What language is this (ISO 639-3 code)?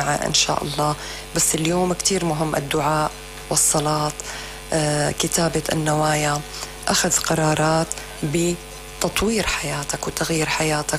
apc